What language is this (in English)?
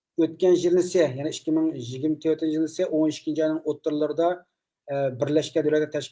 Uyghur